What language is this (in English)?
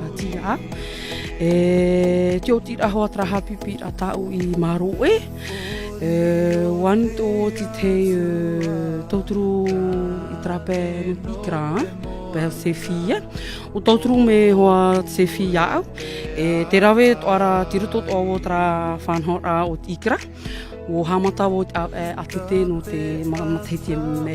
Tahitian